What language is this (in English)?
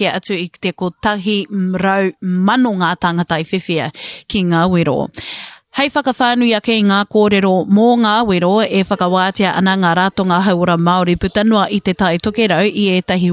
Māori